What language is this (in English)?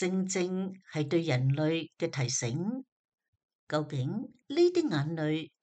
Cantonese